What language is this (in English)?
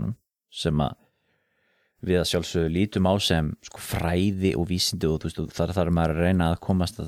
Icelandic